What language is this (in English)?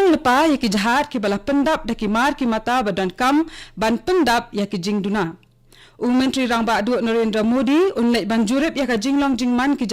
Khasi